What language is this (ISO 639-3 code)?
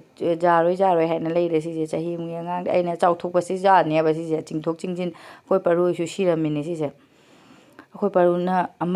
mni